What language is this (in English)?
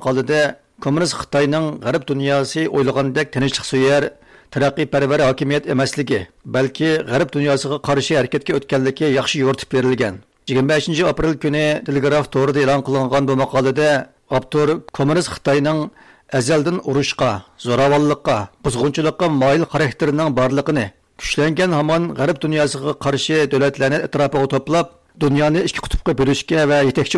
Uyghur